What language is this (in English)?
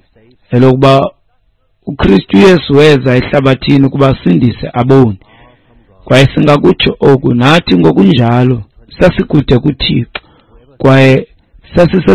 Xhosa